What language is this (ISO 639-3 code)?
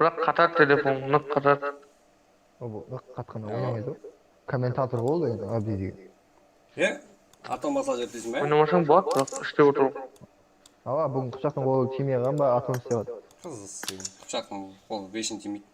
kaa